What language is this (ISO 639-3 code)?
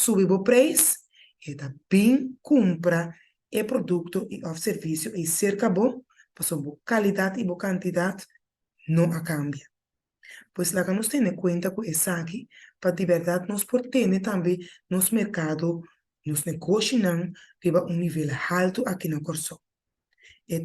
pap